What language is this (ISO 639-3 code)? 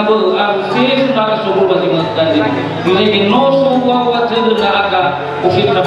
nia